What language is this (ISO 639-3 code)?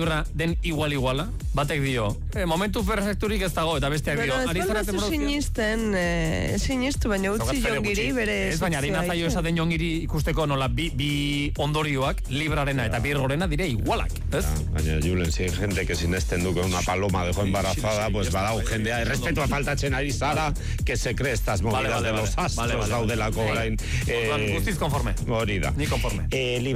eus